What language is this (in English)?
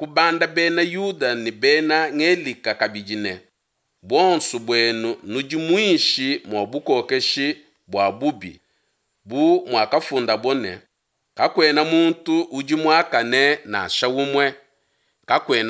Luba-Lulua